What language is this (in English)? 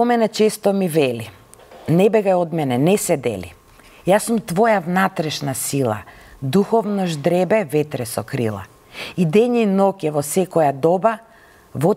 Macedonian